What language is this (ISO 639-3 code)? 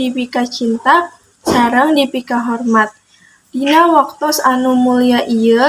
sun